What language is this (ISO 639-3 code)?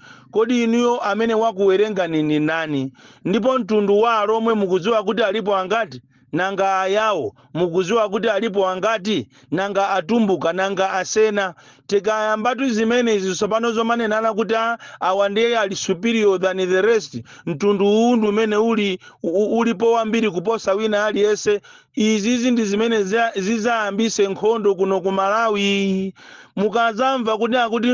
nya